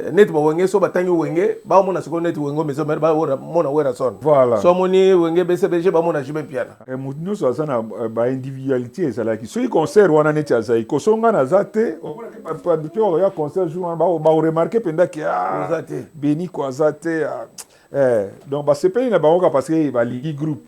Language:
Lingala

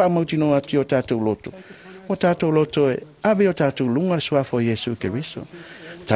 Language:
Samoan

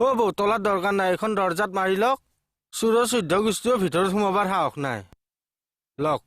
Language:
Assamese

